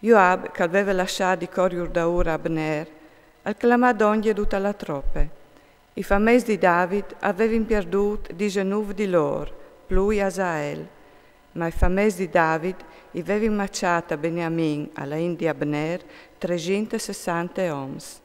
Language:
Friulian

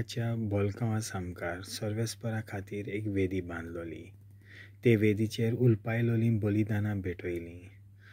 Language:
Konkani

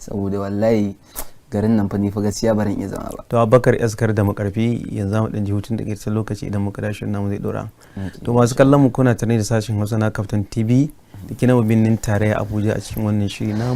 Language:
Hausa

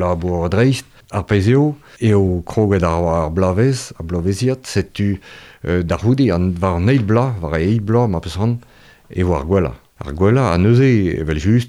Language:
Breton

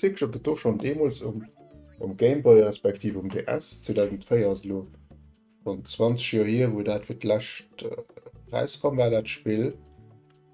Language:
Luxembourgish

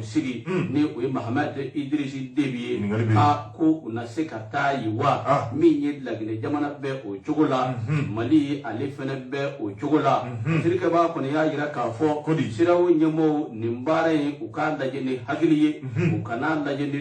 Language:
Bambara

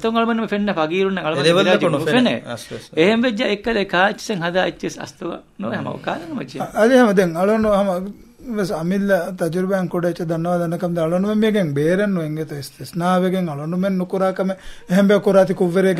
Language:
Divehi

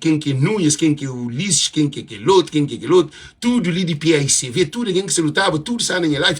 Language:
Kabuverdianu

